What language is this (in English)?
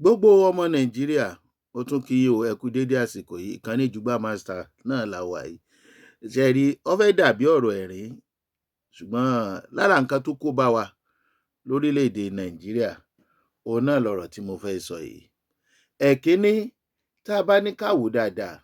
Yoruba